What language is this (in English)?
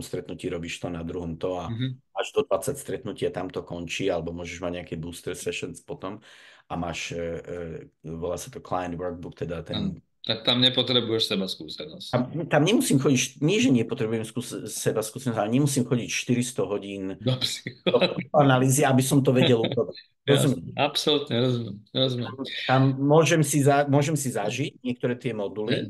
Slovak